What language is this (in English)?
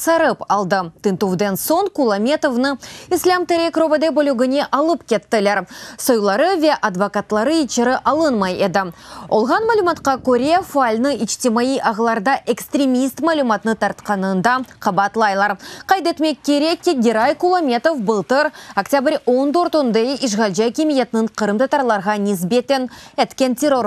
Crimean Tatar